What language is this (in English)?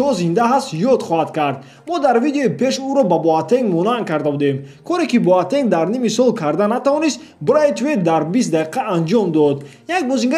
Tajik